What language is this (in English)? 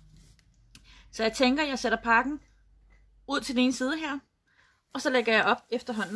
Danish